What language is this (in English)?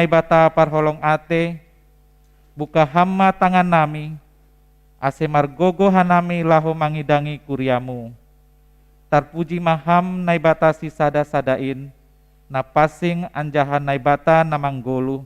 Batak Simalungun